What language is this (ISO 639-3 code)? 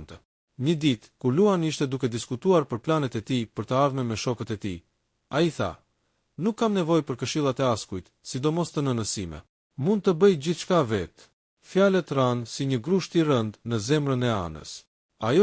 sqi